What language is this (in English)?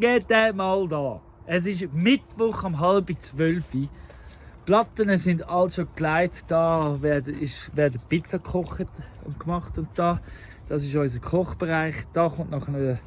Swiss German